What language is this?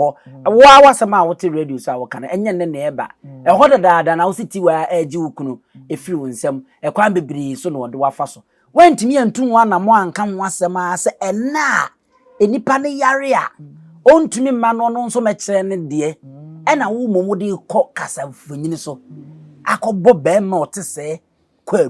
Akan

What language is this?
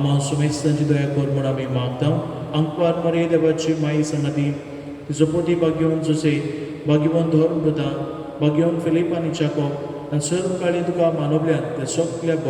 Konkani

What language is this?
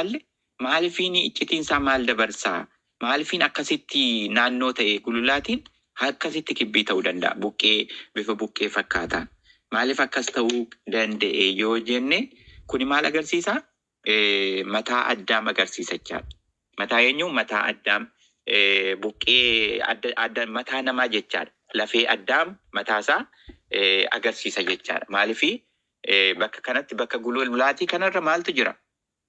Oromo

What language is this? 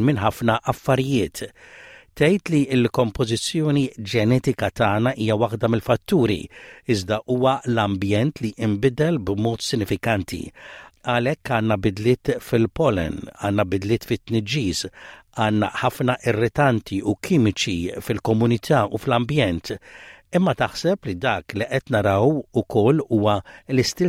Maltese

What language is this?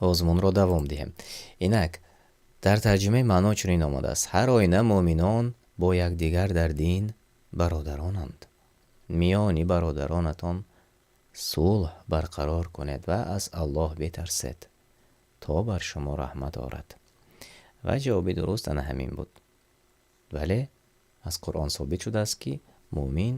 Tajik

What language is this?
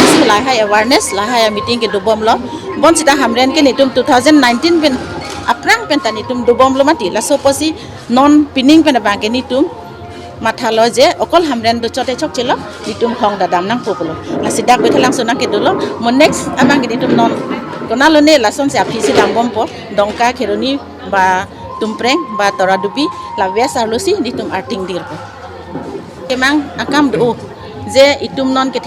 Karbi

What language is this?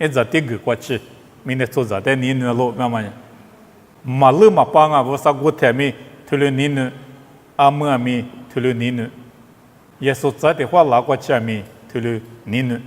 Lisu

